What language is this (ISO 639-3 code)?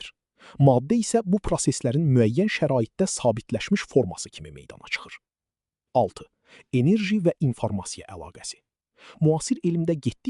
aze